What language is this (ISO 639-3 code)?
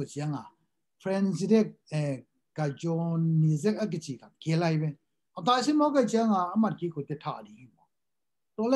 ctd